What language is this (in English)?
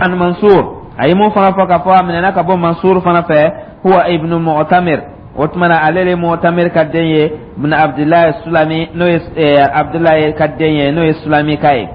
Dyula